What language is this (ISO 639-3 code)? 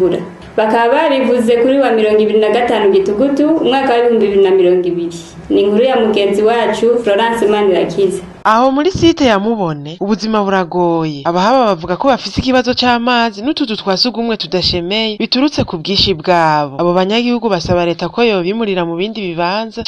run